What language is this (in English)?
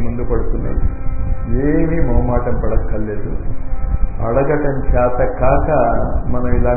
Telugu